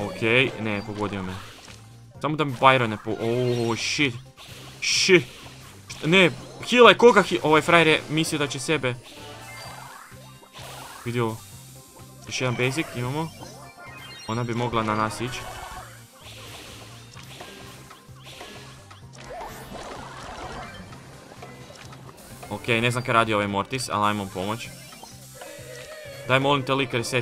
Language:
Croatian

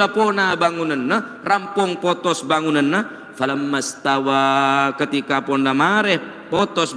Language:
Madurese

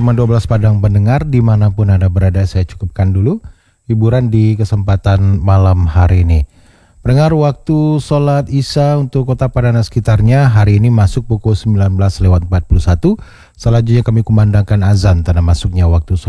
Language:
Indonesian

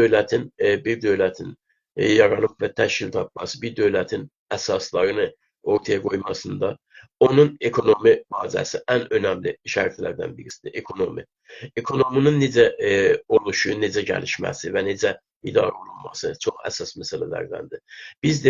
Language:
South Azerbaijani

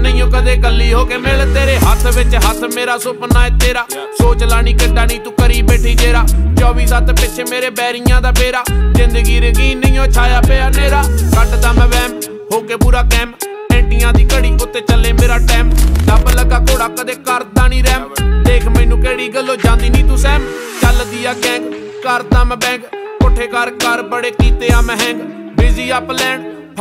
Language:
Punjabi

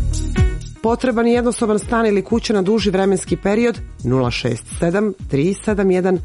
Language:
Serbian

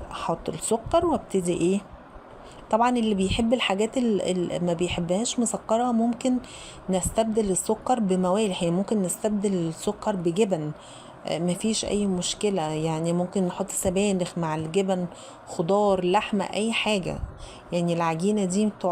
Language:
Egyptian Arabic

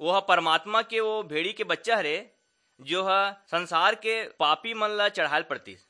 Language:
Chhattisgarhi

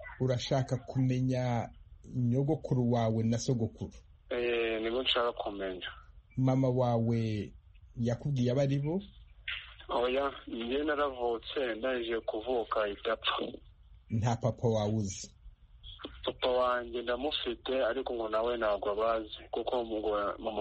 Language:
Kinyarwanda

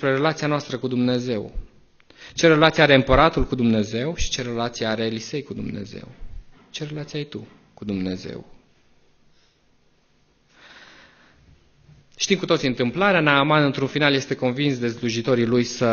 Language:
Romanian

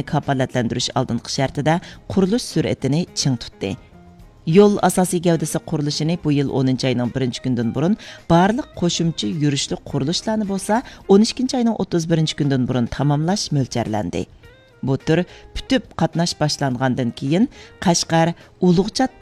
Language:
Uyghur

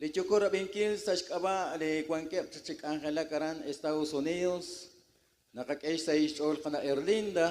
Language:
Kekchí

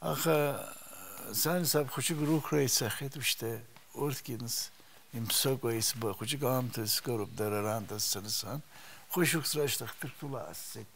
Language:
Abkhazian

